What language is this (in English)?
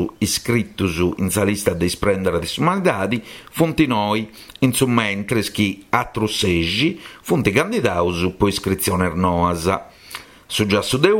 Sardinian